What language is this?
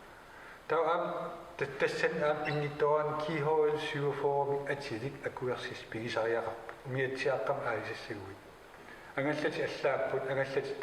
Kalaallisut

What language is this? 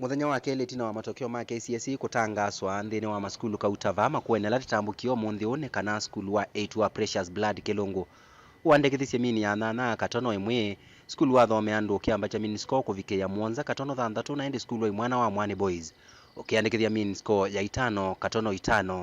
Kamba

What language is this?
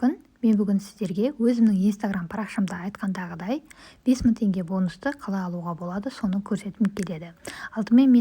Kazakh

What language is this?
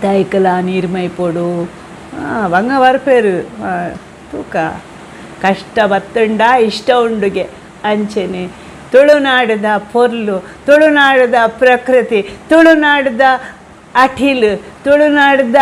Tulu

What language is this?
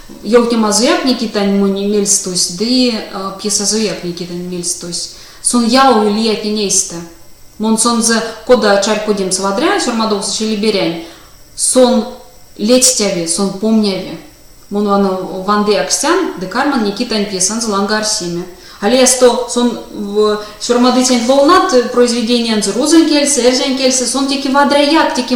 Erzya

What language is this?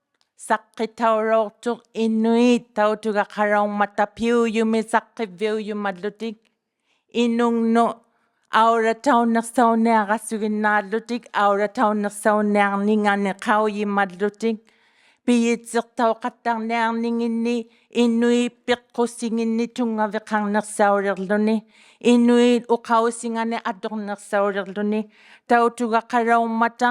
Inuktitut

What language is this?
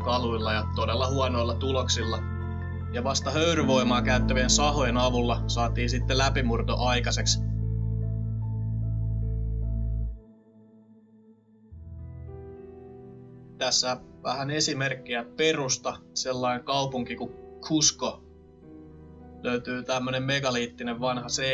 Finnish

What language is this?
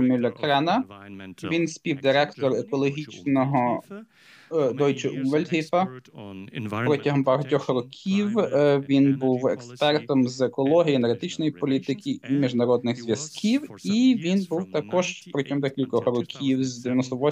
Ukrainian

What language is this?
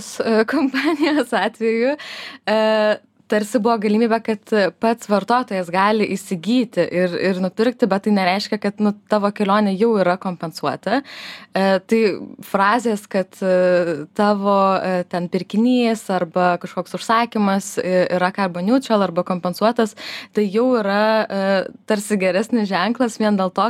Lithuanian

